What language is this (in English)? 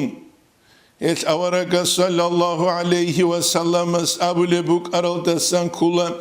Avaric